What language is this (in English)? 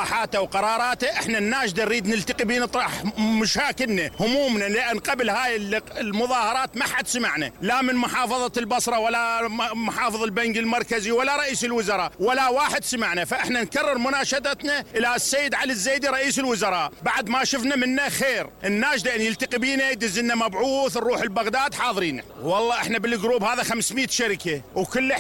Mesopotamian Arabic